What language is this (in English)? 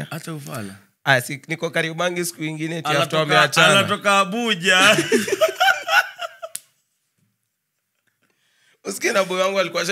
Swahili